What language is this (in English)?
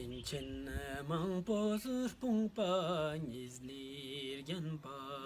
Ladakhi